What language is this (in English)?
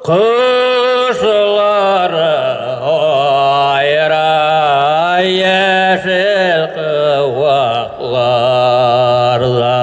Bashkir